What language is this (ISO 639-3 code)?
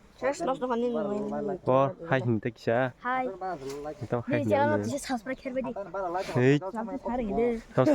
trp